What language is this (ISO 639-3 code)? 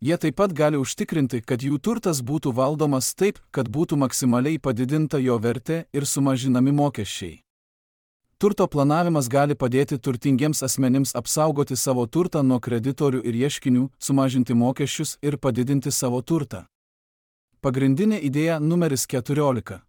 lit